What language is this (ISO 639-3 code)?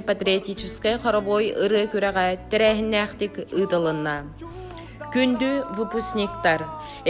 sah